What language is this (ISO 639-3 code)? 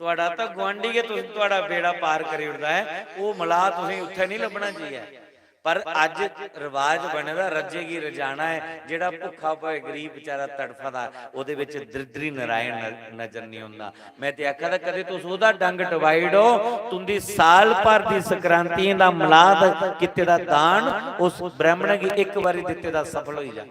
doi